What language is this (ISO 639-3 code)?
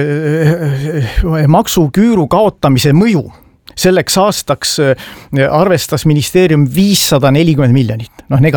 est